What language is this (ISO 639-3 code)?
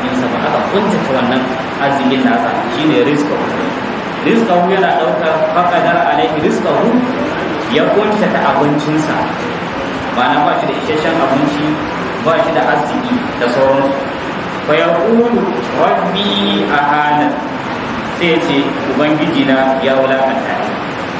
hau